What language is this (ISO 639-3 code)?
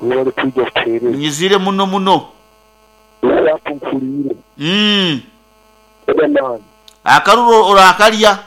nyo